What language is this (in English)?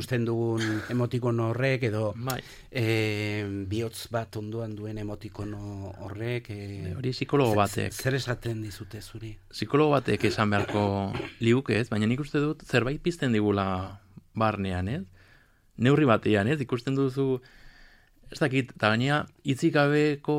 Basque